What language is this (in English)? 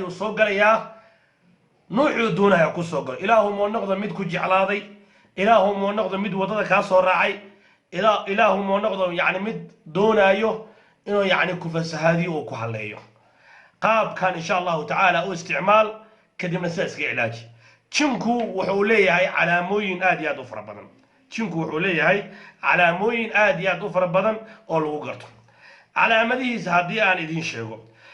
Somali